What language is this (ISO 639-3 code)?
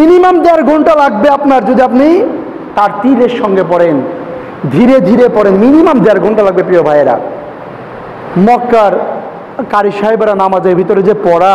ben